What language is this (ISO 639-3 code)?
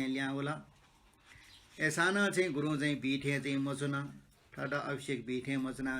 new